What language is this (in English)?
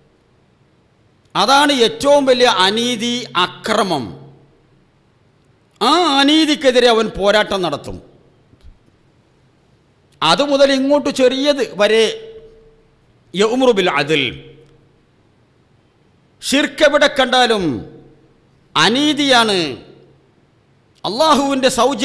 Malayalam